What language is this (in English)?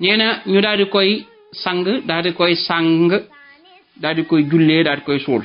Wolof